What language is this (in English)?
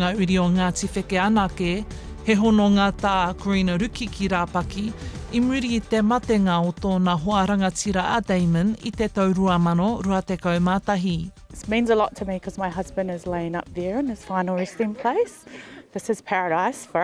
Māori